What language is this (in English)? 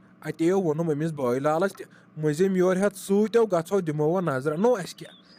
Kashmiri